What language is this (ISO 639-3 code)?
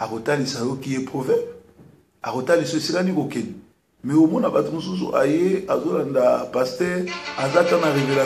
lin